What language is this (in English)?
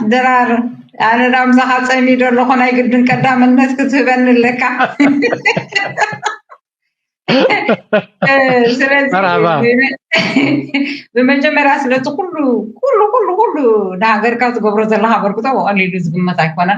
Tigrinya